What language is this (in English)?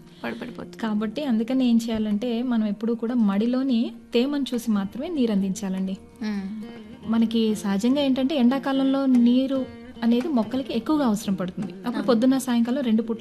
Telugu